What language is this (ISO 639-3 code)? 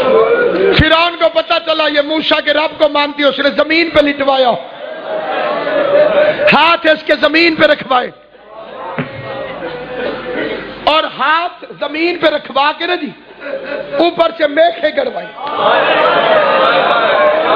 urd